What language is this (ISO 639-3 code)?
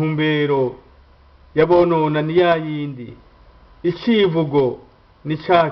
run